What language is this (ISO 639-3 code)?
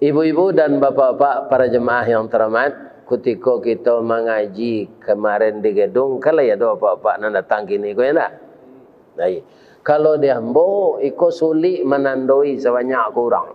min